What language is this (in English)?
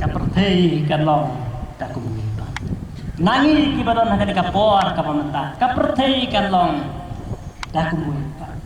Khasi